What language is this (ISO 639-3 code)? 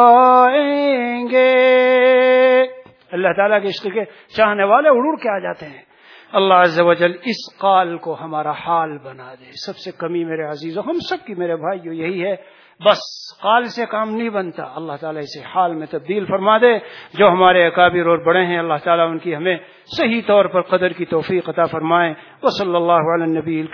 urd